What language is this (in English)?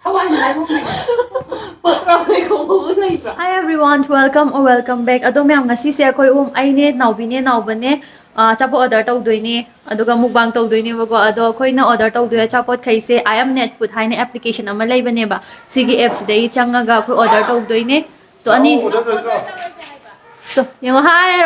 Manipuri